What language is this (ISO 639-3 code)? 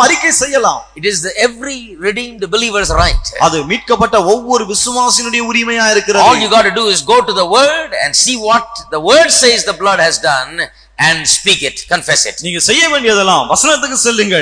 tam